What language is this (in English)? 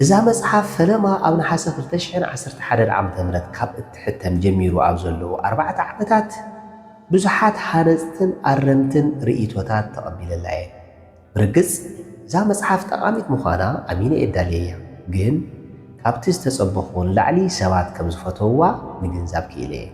Tigrinya